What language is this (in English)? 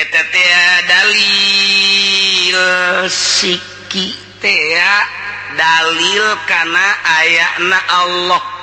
Sundanese